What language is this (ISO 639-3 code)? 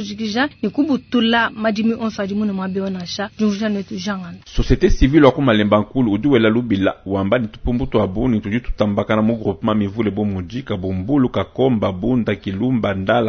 lua